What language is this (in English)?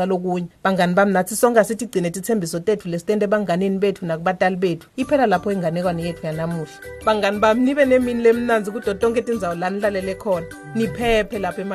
Swati